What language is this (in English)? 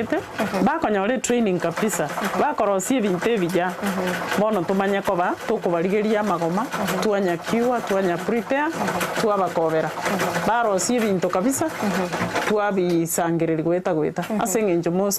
Gusii